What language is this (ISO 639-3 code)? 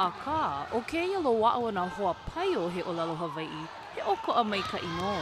haw